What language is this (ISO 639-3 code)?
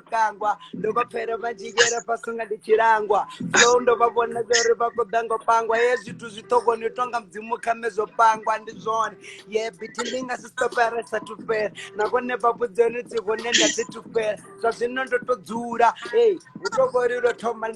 ven